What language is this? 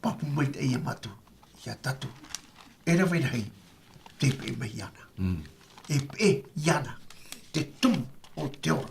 Tahitian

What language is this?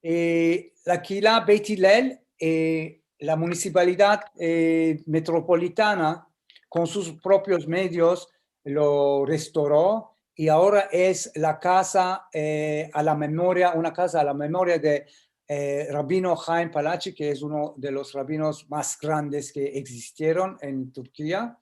Ladino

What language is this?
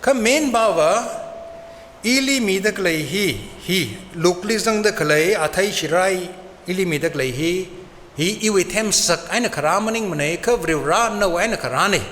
Tangkhul Naga (India)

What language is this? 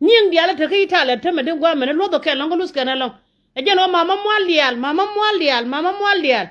Nuer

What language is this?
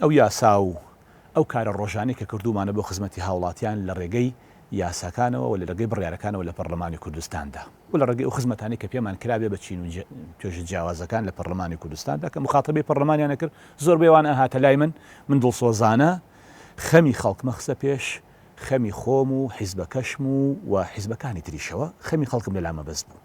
Central Kurdish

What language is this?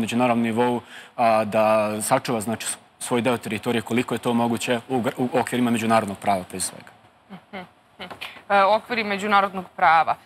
Serbian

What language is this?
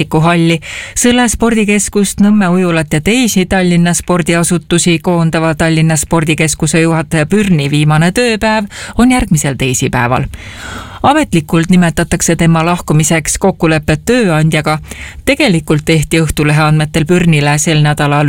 Estonian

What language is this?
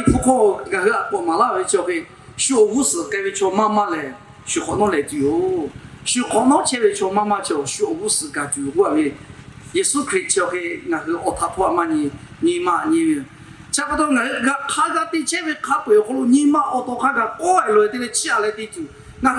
Lahu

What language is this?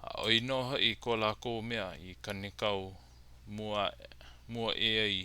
Hawaiian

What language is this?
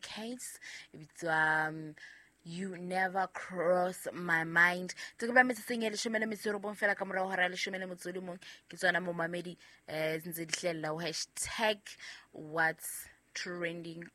Southern Sotho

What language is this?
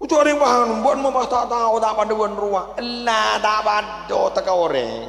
Madurese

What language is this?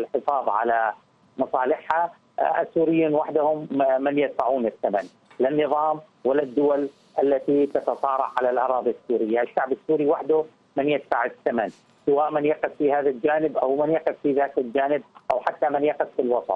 Arabic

